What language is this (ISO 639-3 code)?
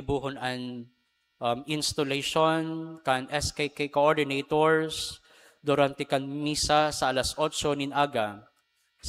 bik